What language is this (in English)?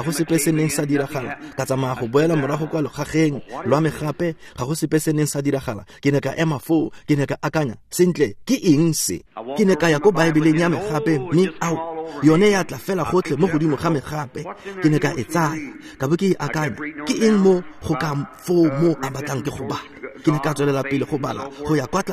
Tswana